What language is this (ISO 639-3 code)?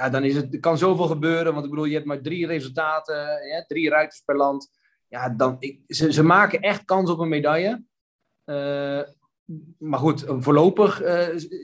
nld